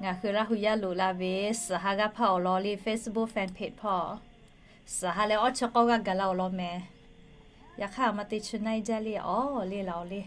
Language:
Lahu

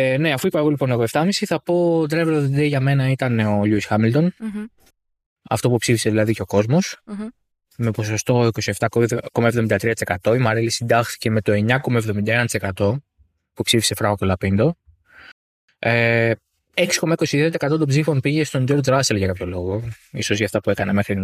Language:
Greek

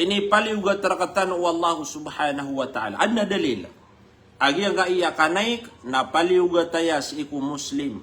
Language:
Maranao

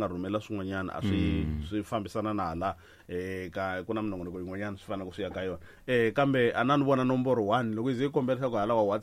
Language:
Tsonga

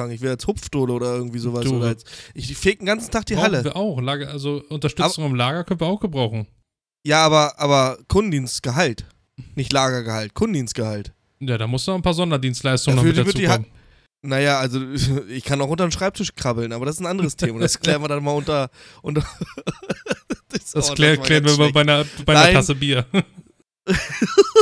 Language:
German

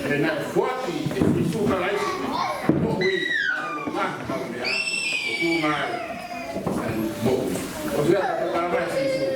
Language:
Tongan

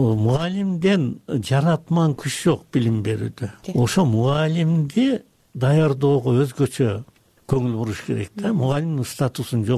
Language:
Kyrgyz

